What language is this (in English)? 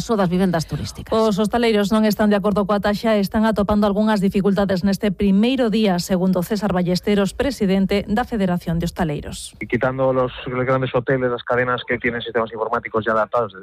Galician